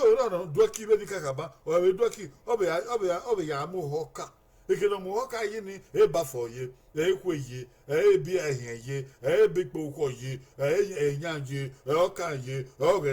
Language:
Bini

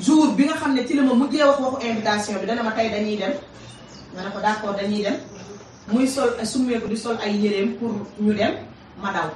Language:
Wolof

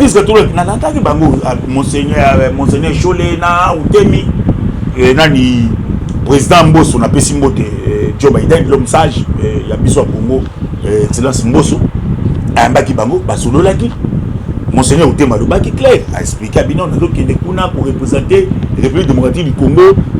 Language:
Lingala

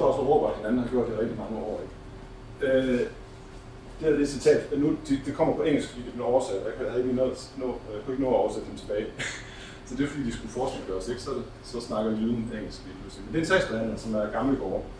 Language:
Danish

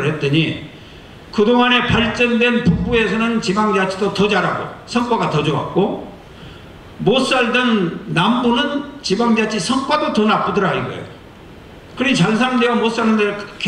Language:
Korean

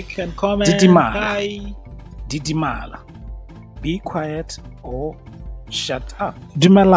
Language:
Tswana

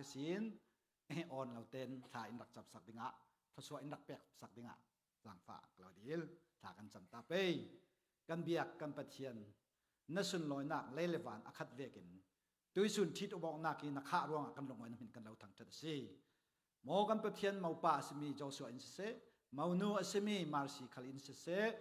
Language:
Falam Chin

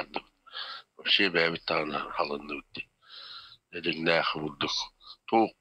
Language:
Yakut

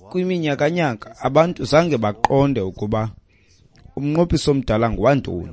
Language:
Xhosa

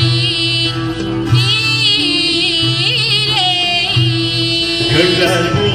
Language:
Turkish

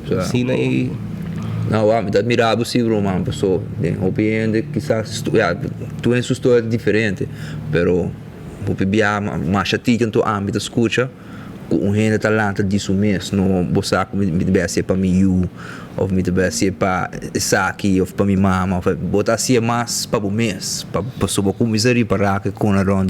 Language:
Papiamento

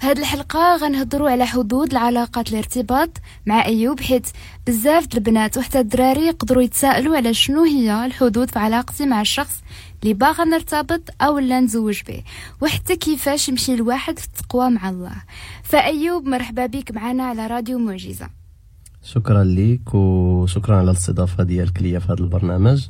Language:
Moroccan Arabic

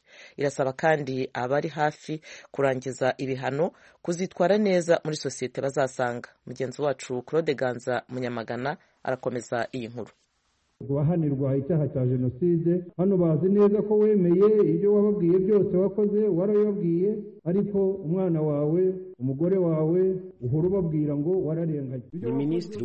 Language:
Kinyarwanda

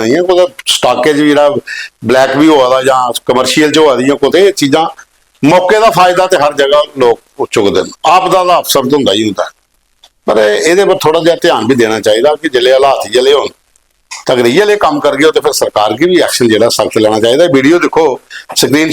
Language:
Dogri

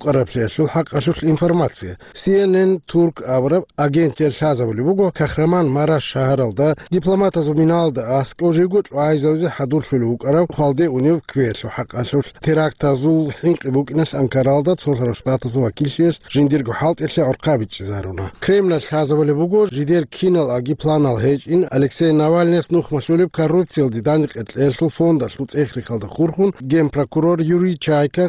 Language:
Avaric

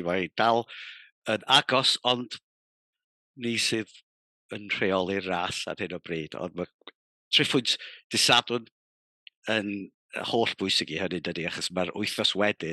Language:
Welsh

